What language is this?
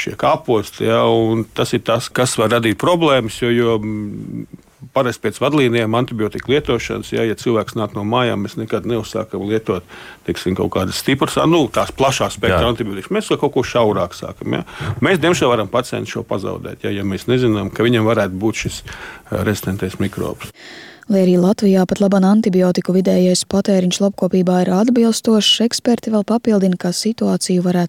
Latvian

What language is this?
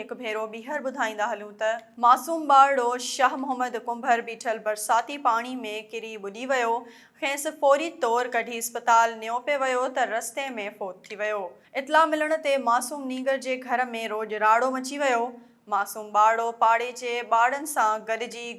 Sindhi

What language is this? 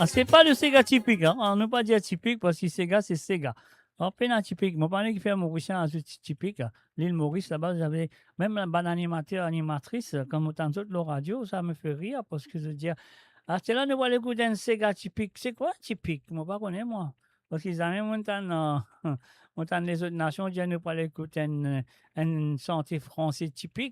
Morisyen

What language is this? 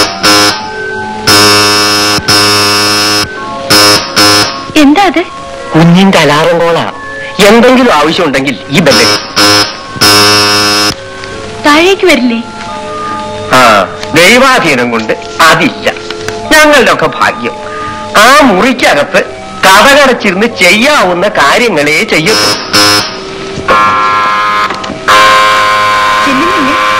Malayalam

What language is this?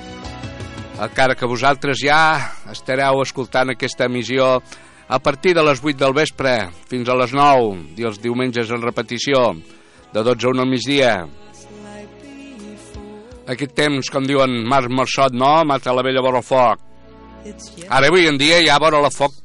Catalan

